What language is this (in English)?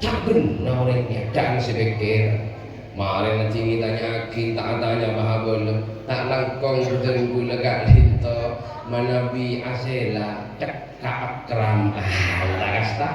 Madurese